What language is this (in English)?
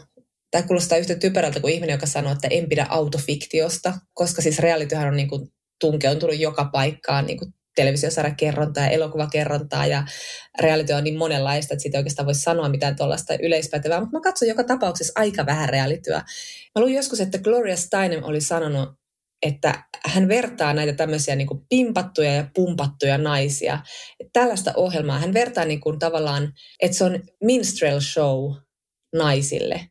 Finnish